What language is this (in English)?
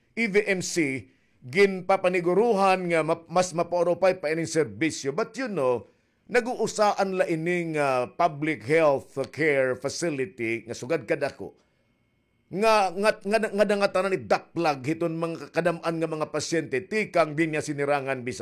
Waray